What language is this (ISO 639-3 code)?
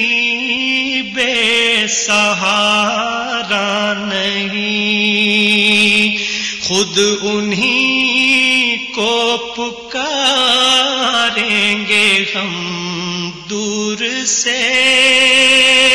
urd